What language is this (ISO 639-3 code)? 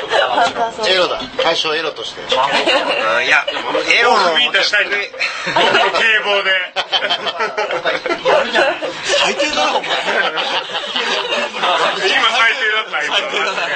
jpn